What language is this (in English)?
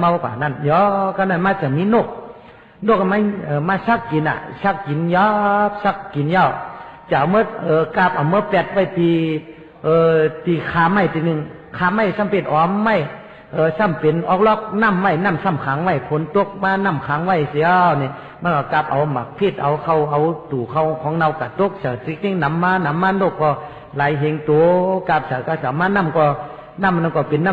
Shan